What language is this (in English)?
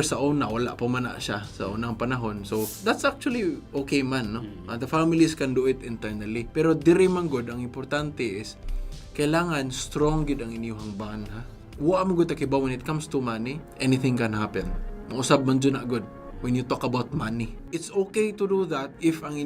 Cebuano